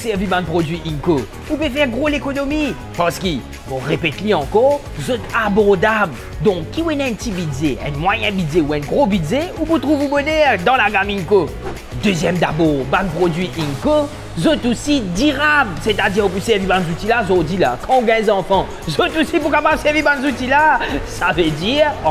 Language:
Morisyen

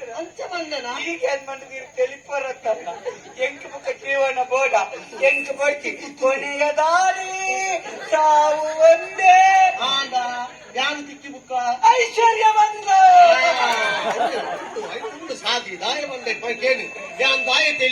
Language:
Tulu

